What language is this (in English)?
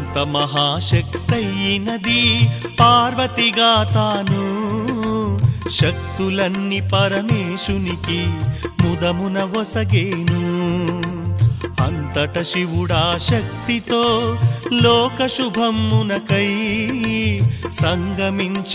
Telugu